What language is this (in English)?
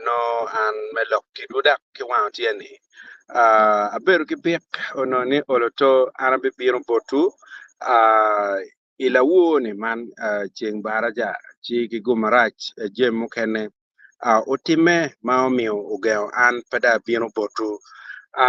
Acoli